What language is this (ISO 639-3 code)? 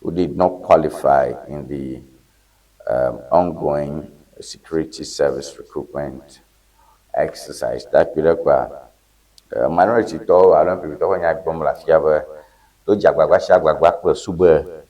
ewe